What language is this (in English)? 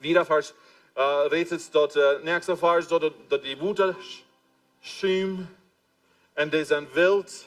Plautdietsch